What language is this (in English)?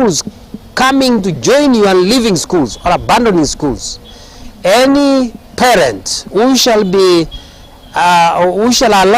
Gusii